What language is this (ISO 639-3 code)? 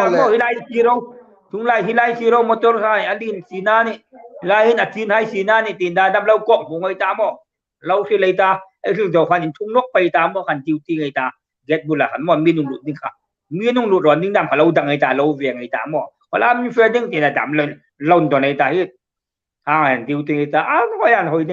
hmr